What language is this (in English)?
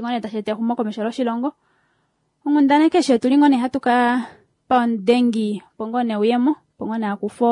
Kuanyama